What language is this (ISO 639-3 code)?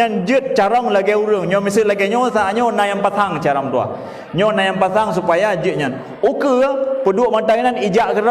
ace